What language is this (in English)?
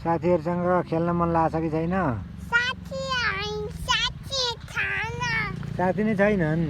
Nepali